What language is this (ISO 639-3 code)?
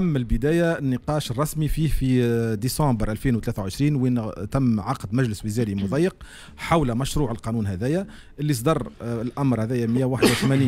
aeb